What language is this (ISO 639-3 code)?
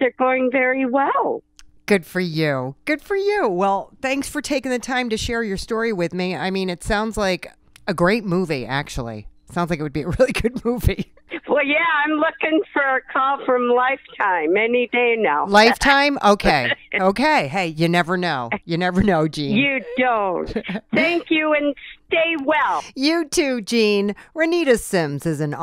eng